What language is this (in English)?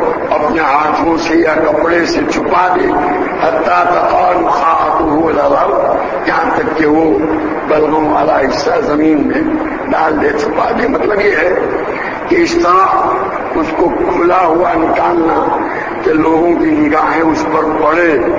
Urdu